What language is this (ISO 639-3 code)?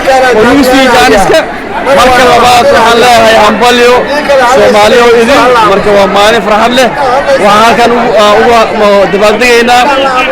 som